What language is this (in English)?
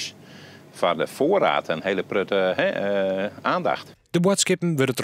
Western Frisian